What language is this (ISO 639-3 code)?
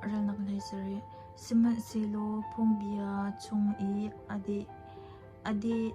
cnh